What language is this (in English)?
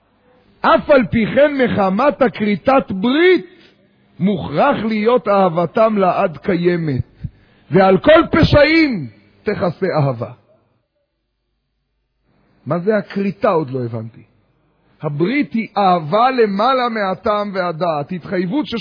Hebrew